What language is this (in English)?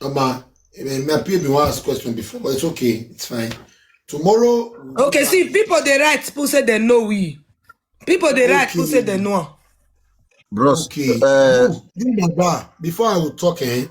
Nigerian Pidgin